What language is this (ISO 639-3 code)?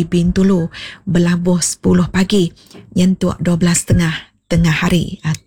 iba